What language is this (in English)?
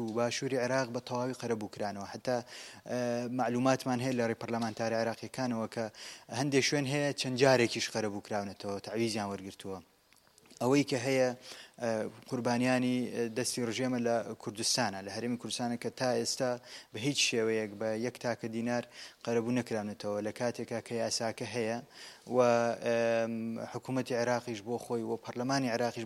Central Kurdish